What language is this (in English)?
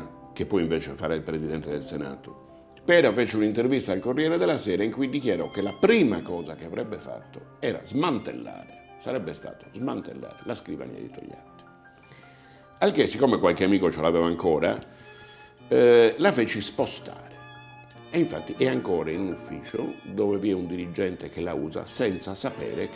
Italian